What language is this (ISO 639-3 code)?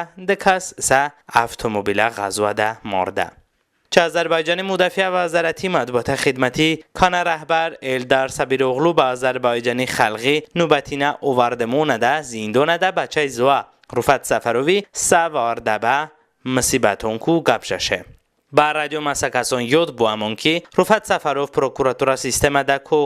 tly